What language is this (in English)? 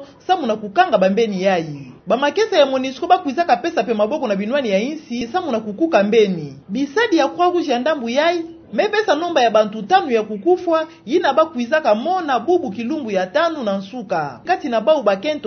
Kituba (Democratic Republic of Congo)